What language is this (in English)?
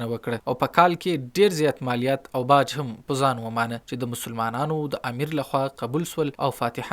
Pashto